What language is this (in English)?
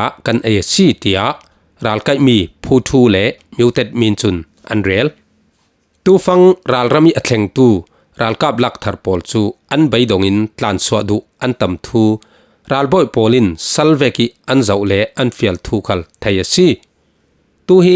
Falam Chin